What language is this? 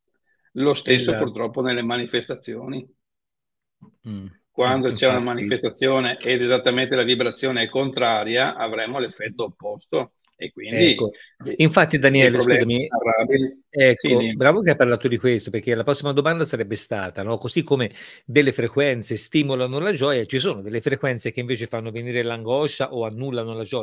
Italian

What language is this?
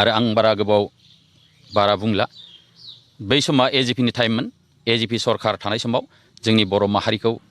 Bodo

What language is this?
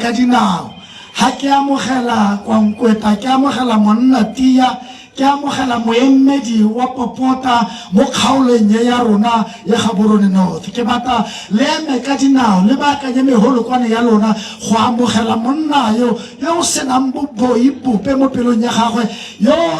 Tswana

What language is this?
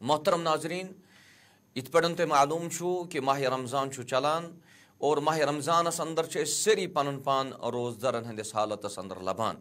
Kashmiri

